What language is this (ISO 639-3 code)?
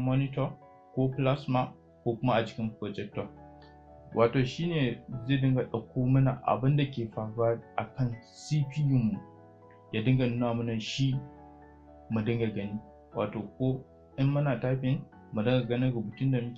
hau